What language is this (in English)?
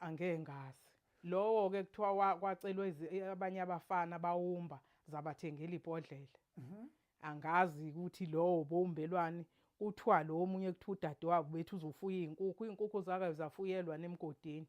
Zulu